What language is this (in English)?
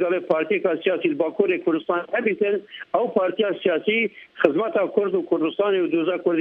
Kurdish